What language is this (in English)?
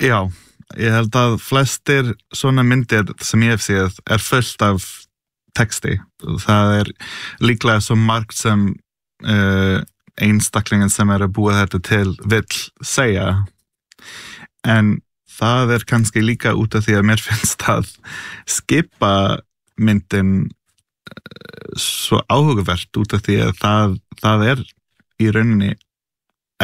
Icelandic